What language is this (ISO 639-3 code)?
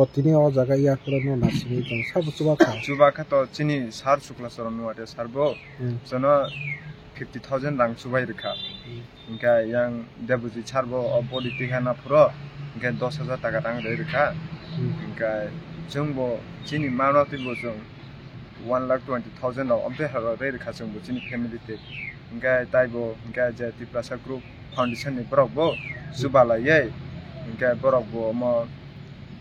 trp